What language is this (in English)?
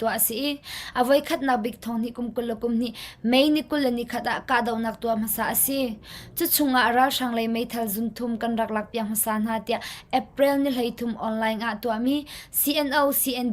Hakha Chin